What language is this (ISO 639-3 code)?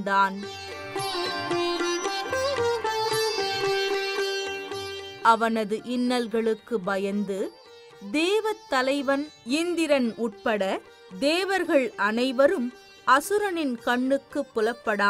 tam